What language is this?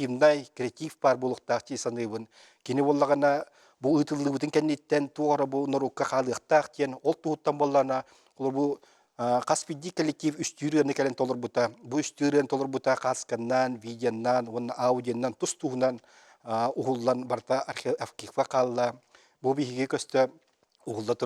Yakut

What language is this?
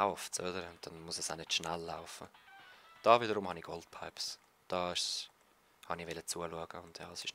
Swiss German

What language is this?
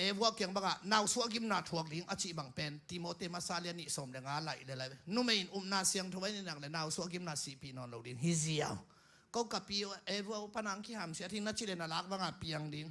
Tedim Chin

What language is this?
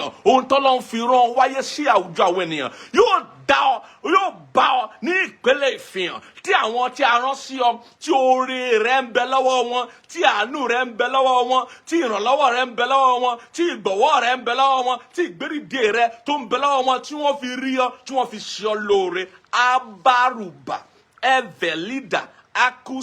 Yoruba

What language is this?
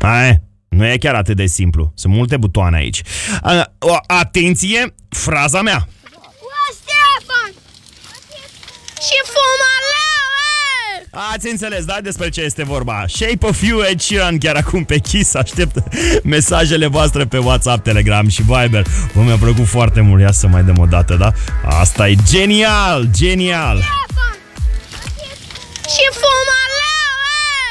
Romanian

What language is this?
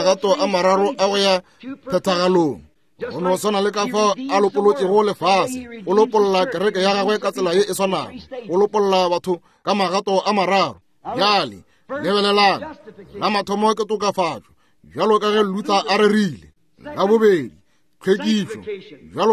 Northern Sotho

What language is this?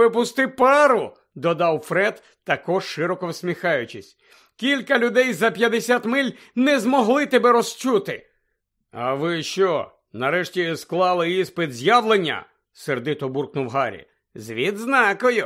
Ukrainian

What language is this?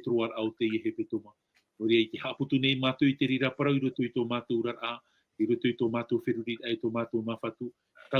Tahitian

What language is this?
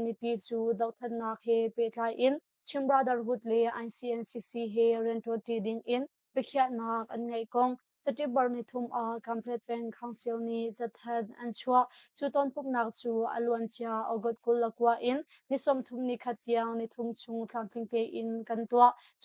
Hakha Chin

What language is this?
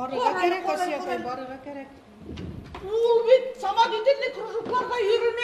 Bashkir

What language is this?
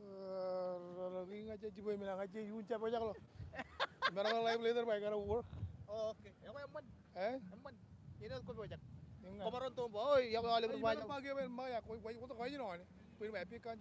Marshallese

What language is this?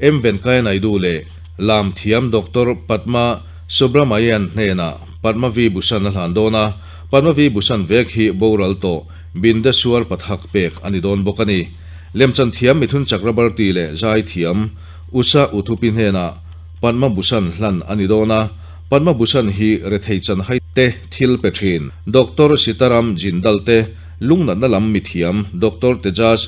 Mizo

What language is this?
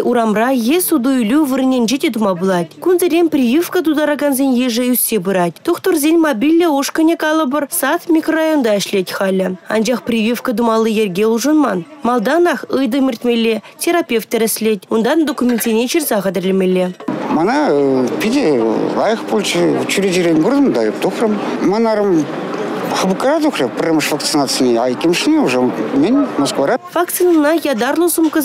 Chuvash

